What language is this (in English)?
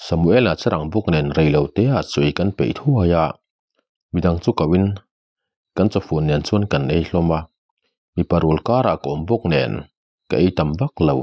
Mizo